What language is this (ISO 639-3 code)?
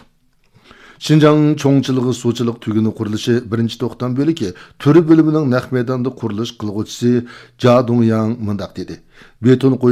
uig